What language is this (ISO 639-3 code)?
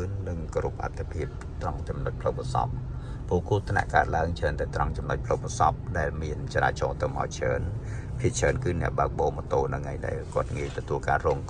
khm